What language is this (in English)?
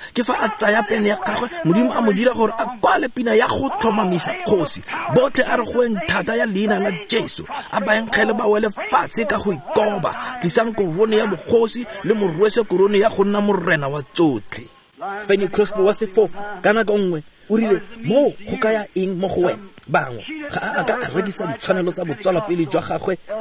Tswana